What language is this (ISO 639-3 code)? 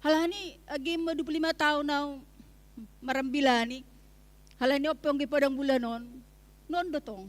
bts